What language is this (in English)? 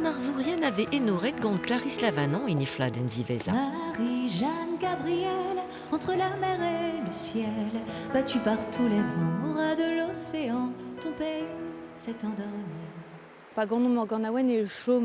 Breton